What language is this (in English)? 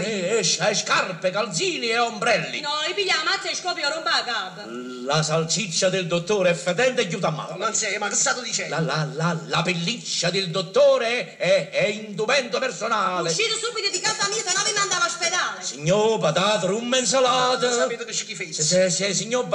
Neapolitan